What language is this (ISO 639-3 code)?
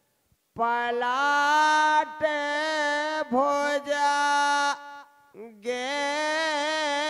bns